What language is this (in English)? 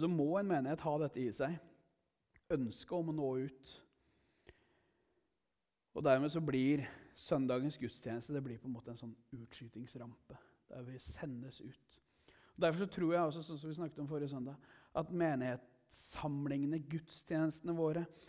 Norwegian